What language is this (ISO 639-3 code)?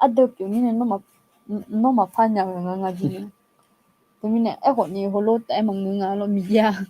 ahk